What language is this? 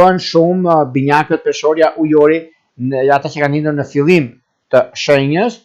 Albanian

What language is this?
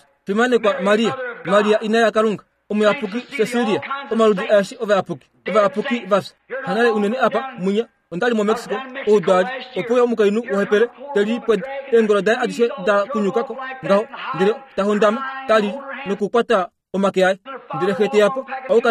Kuanyama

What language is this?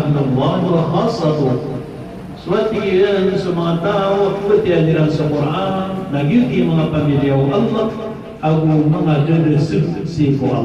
Maranao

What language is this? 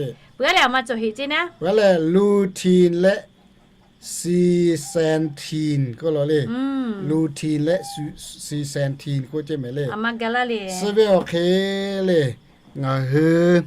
Lahu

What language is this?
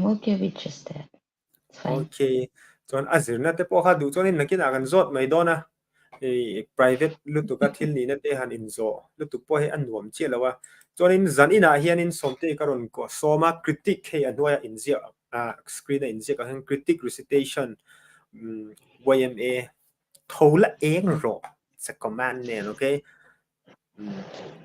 Mizo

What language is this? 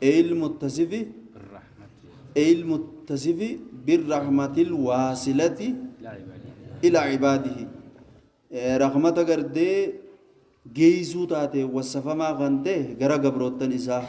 Oromo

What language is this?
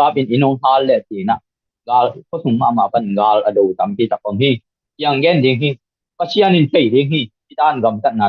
Tedim Chin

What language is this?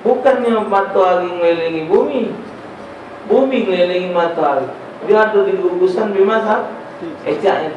Musi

